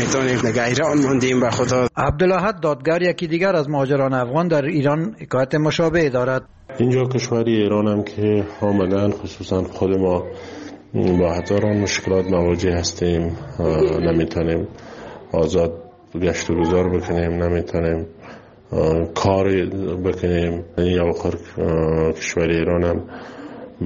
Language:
Persian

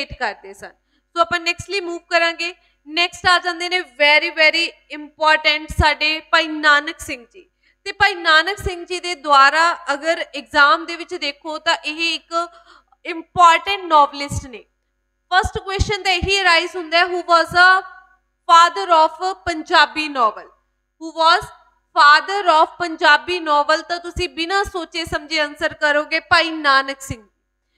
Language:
Punjabi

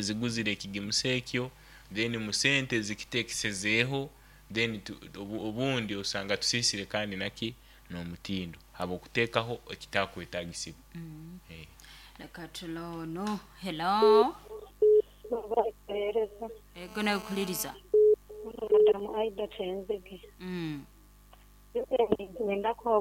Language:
Nyoro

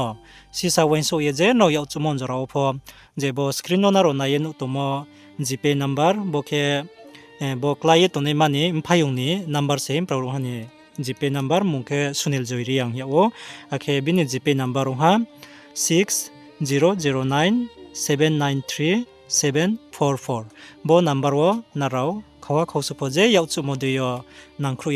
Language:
Riang (India)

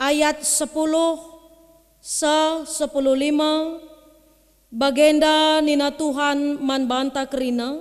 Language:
Batak Karo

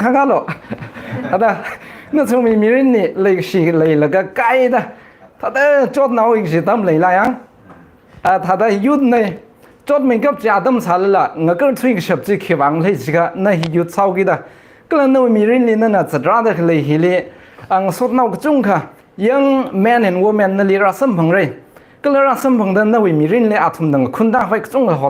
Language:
Tangkhul Naga (India)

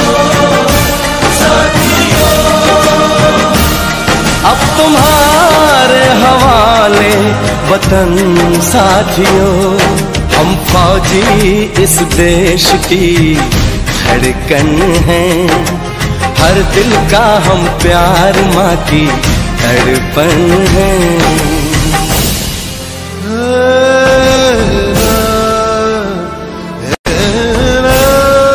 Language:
Hindi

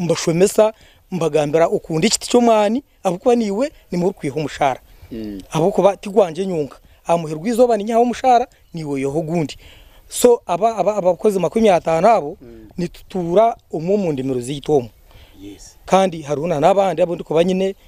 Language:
Nyankole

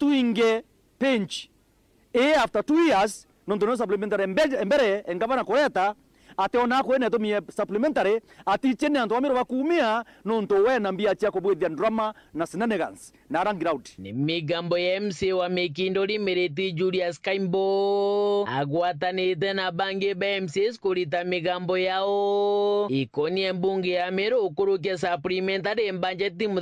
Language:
Meru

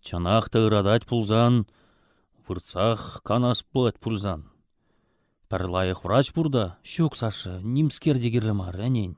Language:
Chuvash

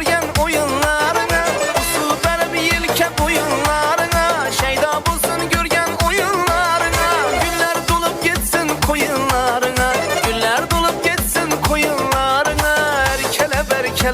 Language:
Kara-Kalpak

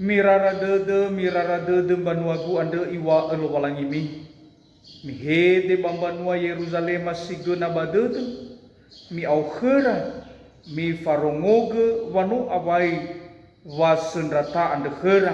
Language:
Nias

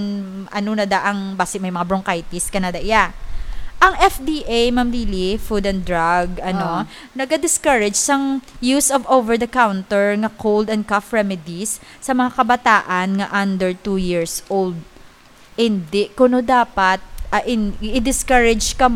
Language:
Hiligaynon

